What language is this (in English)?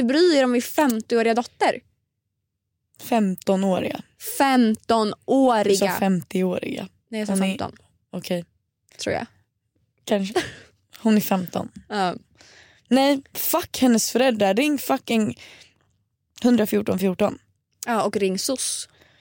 Swedish